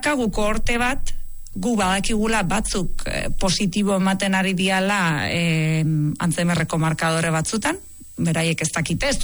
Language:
Basque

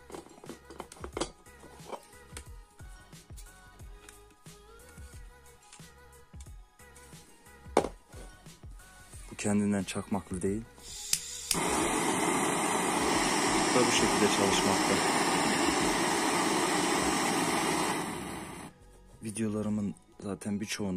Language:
Turkish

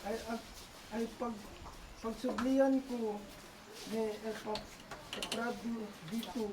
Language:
Isnag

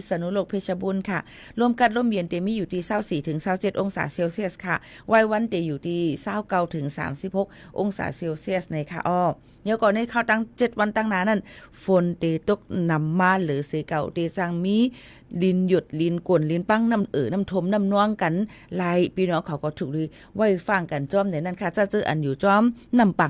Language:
Shan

